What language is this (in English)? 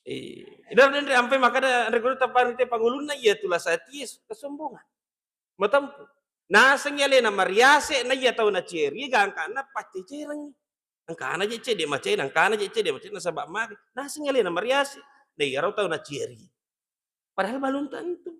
Buginese